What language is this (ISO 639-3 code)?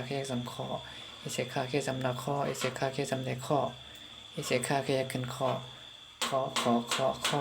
shn